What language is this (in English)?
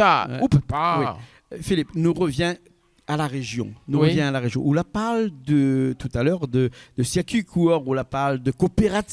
Réunion Creole French